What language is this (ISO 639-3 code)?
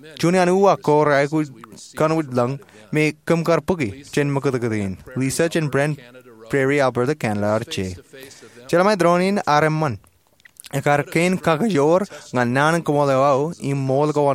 mah